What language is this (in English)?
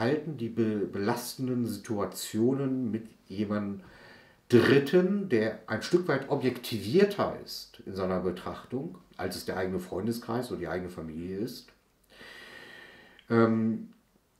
German